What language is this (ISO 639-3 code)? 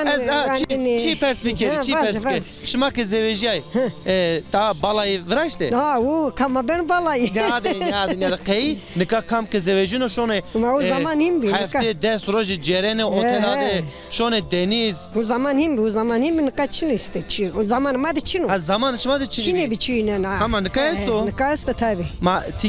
zza